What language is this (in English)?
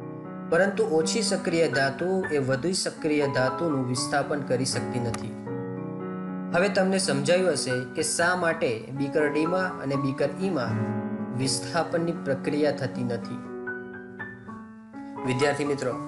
Gujarati